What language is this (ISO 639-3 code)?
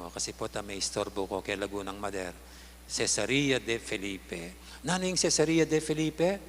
pam